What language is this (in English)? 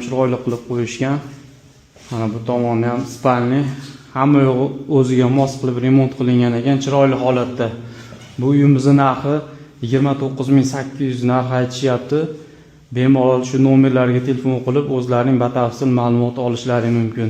Uzbek